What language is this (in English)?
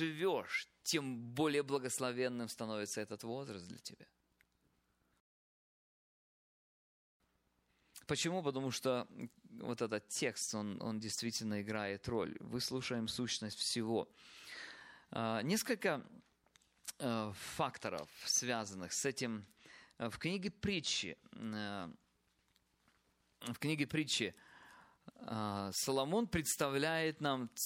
Russian